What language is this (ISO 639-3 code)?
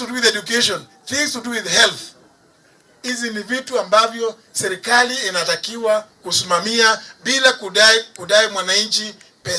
guz